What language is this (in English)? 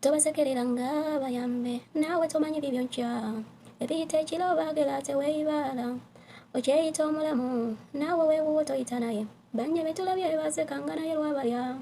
Ganda